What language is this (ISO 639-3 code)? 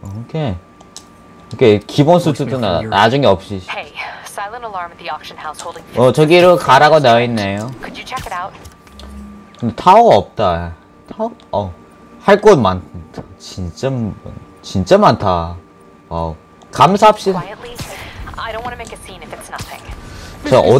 kor